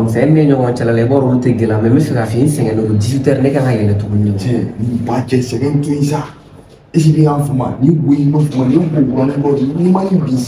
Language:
Bambara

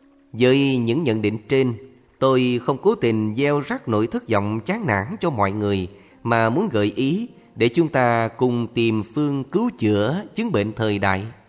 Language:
Vietnamese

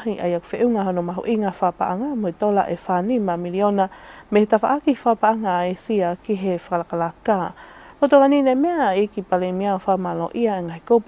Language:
Tongan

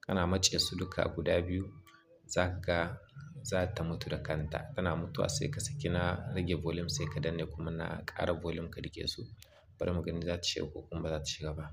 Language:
Hausa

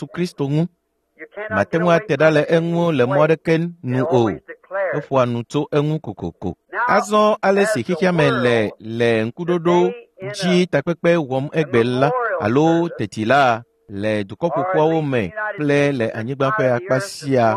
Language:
Ewe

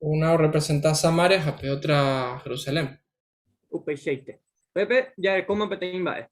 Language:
Guarani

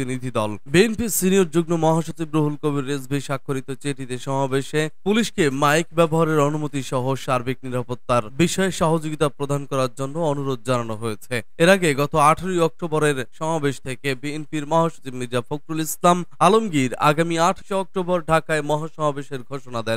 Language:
Bangla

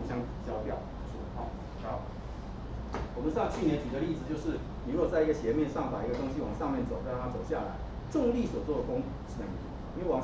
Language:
Chinese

